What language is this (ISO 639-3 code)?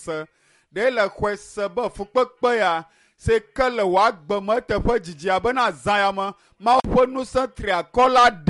ewe